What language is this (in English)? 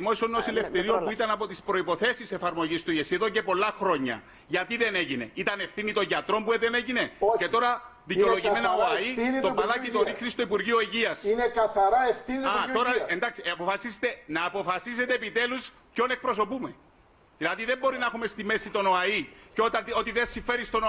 Greek